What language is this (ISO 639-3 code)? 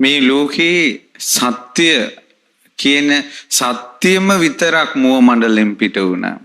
sin